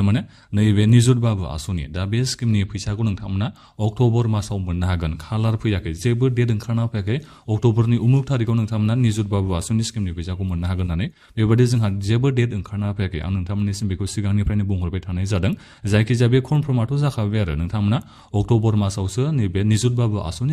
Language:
Bodo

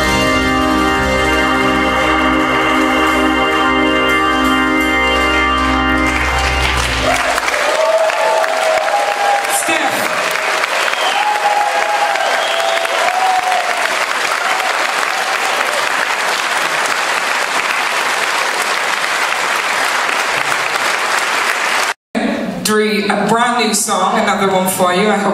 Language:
English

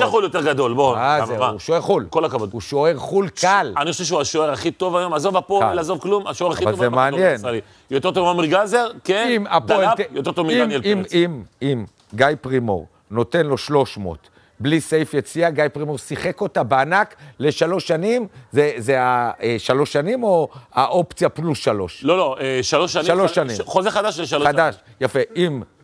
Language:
Hebrew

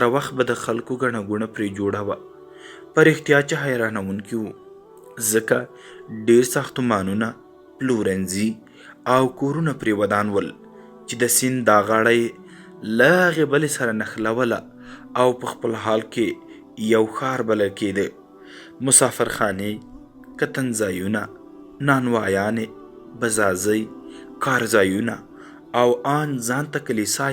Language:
Pashto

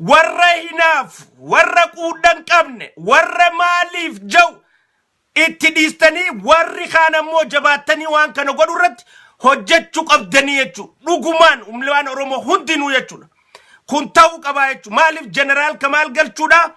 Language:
Oromo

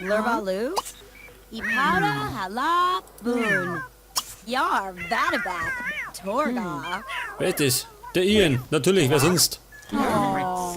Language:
Bavarian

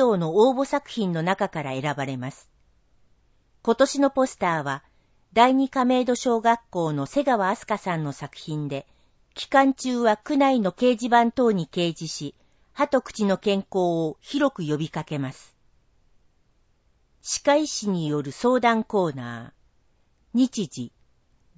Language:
Japanese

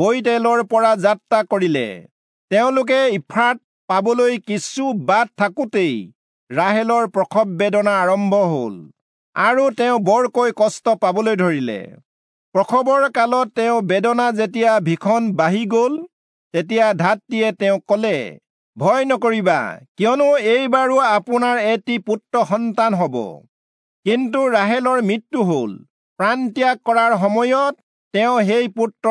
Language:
Assamese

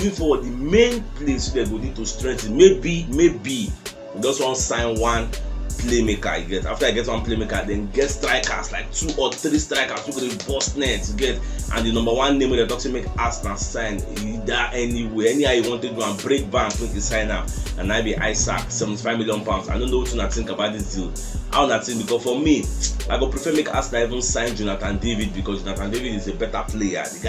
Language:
Nigerian Pidgin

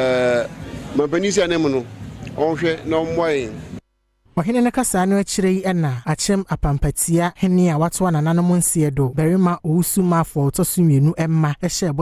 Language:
Akan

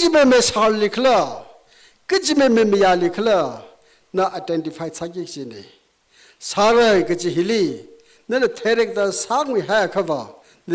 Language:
Tangkhul Naga (India)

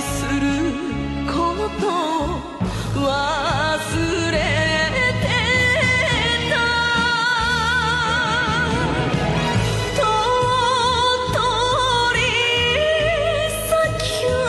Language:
Japanese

